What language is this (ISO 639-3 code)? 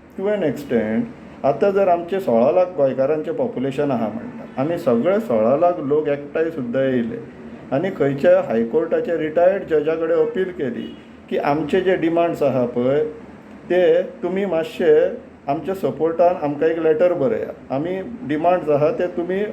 kok